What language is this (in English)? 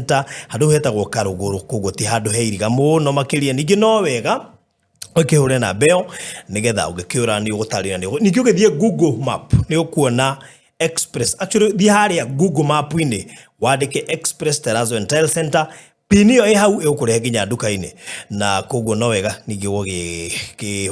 Kikuyu